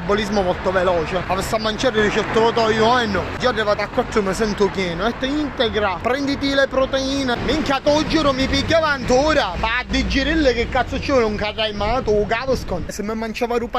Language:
Sicilian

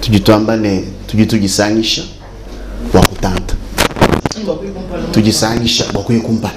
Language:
Luba-Lulua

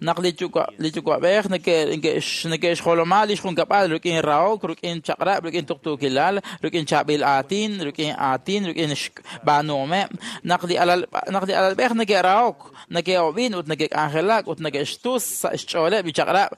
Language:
Kekchí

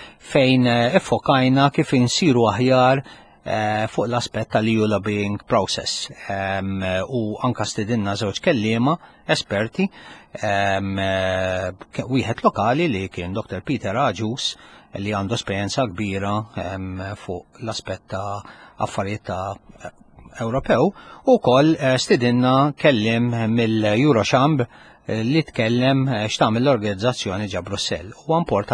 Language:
Maltese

